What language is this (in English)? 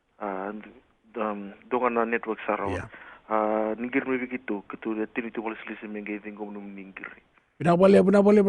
Fijian